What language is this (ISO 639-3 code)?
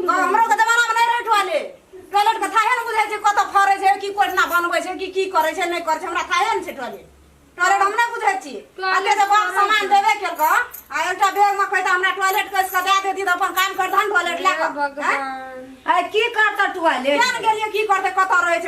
mai